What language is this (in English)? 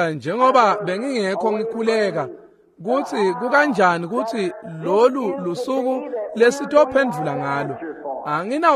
Swati